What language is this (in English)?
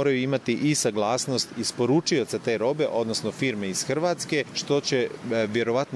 Croatian